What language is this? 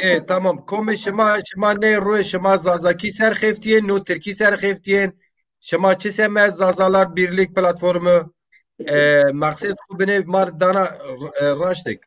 Zaza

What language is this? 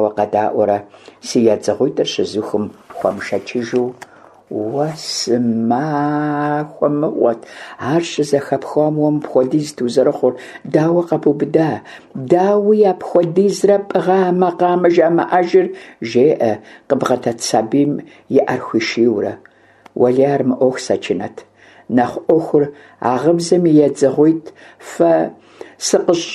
Kabardian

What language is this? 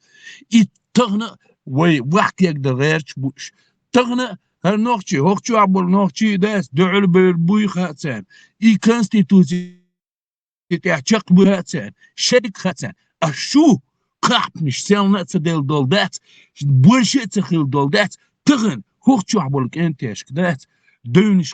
Chechen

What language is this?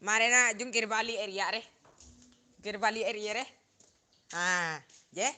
Madurese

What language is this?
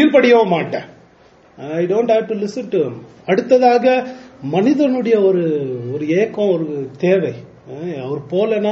Tamil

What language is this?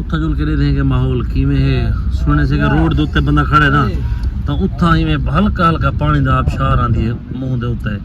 Saraiki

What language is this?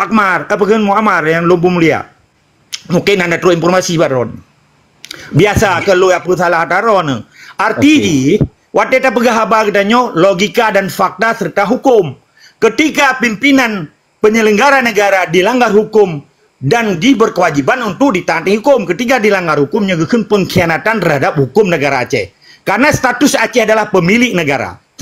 Achinese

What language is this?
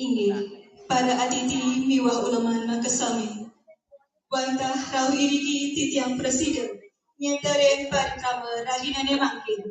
Balinese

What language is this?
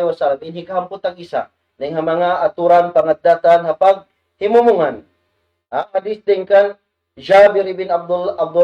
Tausug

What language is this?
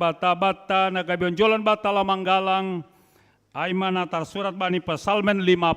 Batak Simalungun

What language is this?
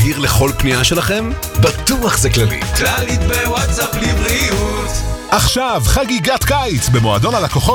Hebrew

